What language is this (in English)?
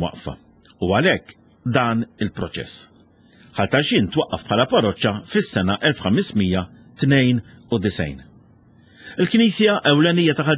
Maltese